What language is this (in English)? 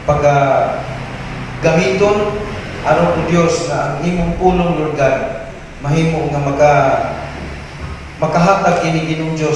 Cebuano